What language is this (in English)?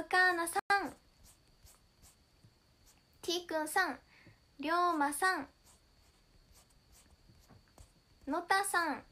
Japanese